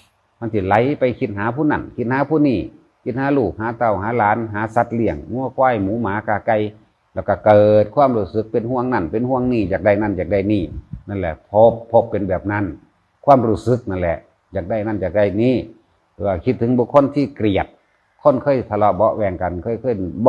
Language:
Northeastern Thai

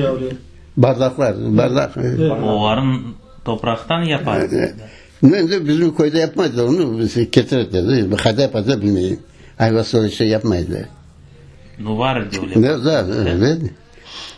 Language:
Crimean Tatar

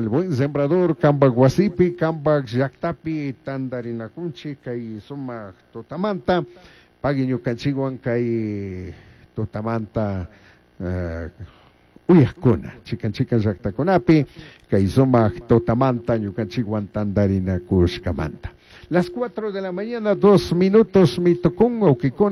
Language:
Chimborazo Highland Quichua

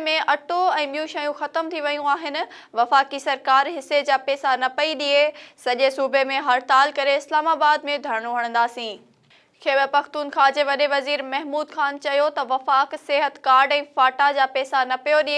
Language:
Sindhi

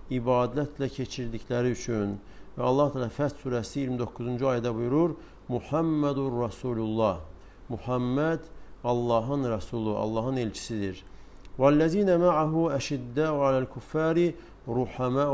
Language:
Azerbaijani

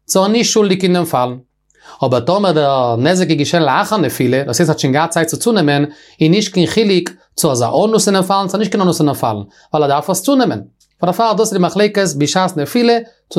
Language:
Yiddish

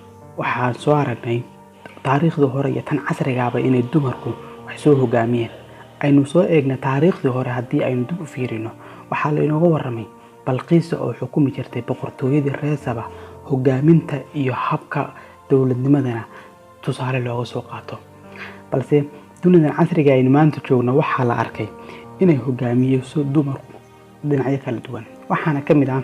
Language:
Somali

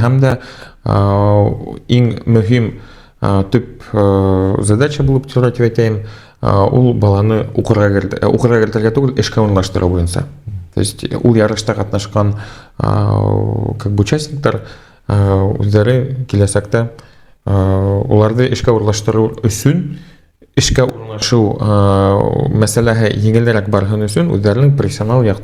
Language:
Bashkir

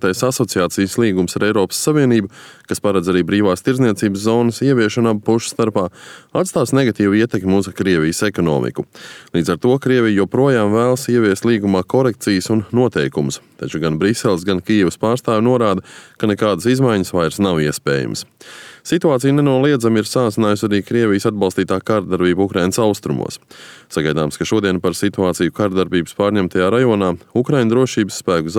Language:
Latvian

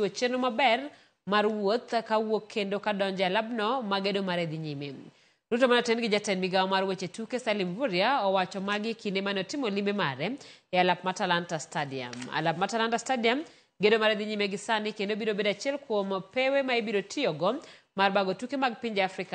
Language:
Luo (Kenya and Tanzania)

